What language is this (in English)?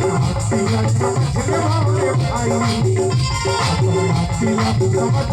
Chhattisgarhi